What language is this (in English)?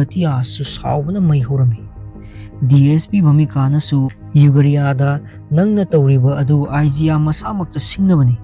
Manipuri